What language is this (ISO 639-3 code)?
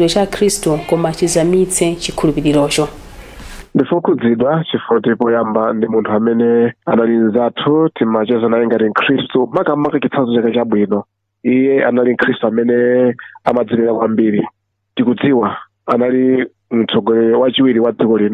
nya